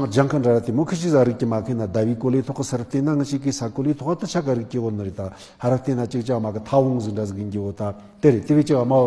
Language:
Tibetan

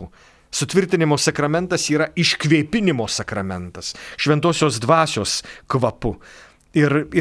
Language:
Lithuanian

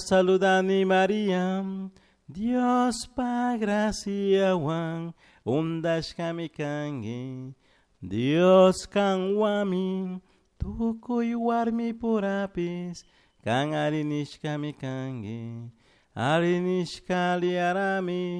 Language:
Chimborazo Highland Quichua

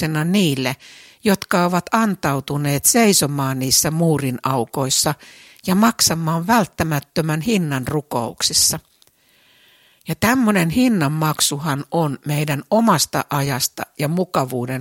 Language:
Finnish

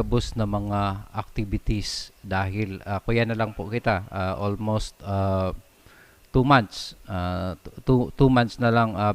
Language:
Bikol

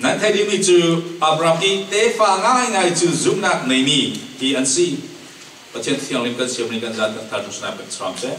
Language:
Falam Chin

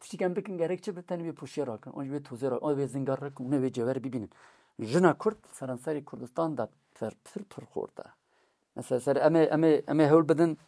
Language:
Kurdish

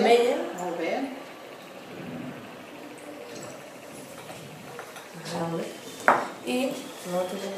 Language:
Catalan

